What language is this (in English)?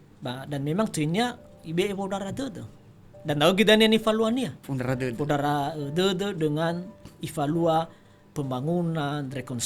Nias